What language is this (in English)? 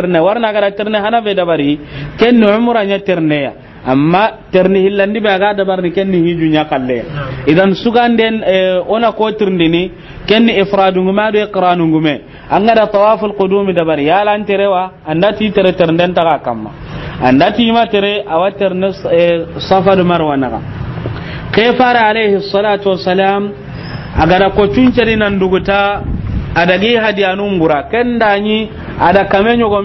Soninke